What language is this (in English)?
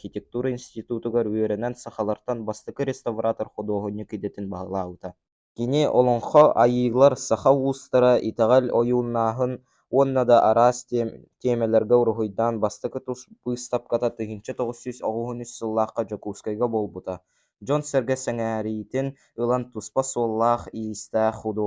Yakut